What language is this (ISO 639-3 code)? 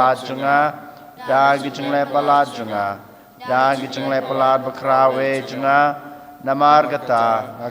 kha